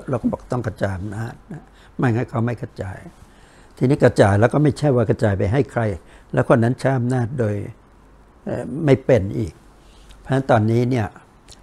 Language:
Thai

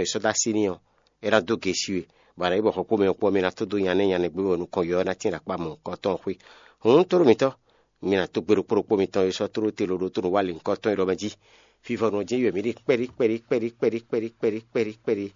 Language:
Fon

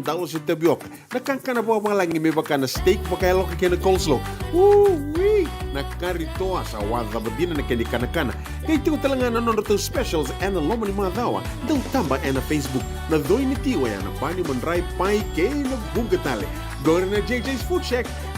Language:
Fijian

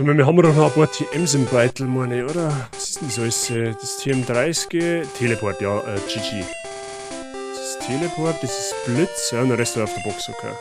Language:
Bavarian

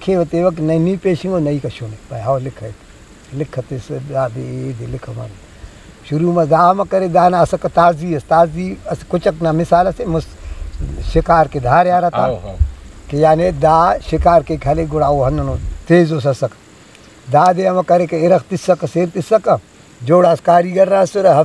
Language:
Brahui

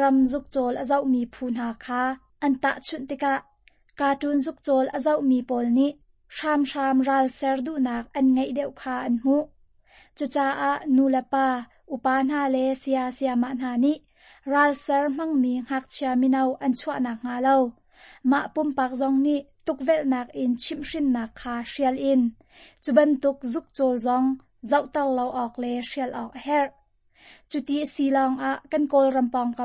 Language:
Hakha Chin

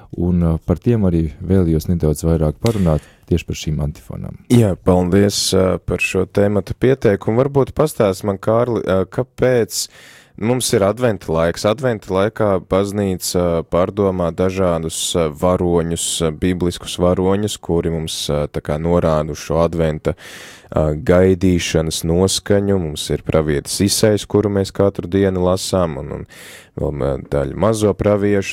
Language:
Latvian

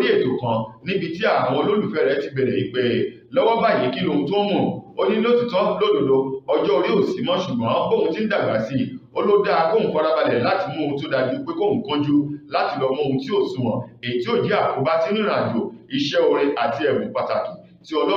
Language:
Yoruba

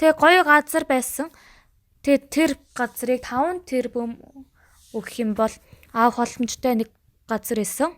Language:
Mongolian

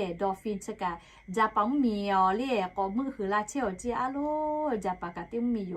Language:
Lahu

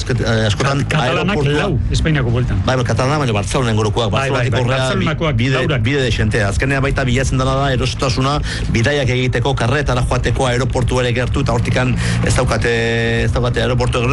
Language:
Basque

